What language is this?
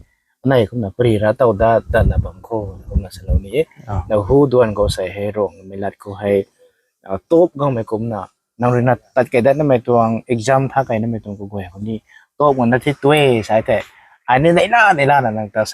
Rongmei Naga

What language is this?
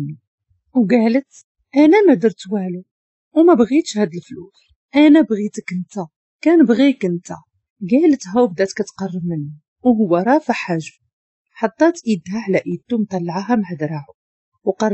Moroccan Arabic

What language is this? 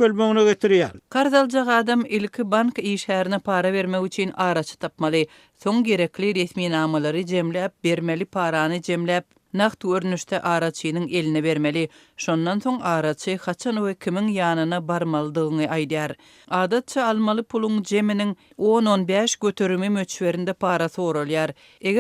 Turkmen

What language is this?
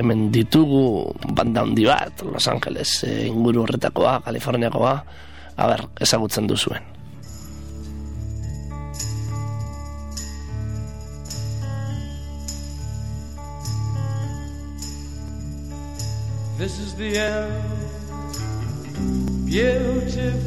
Basque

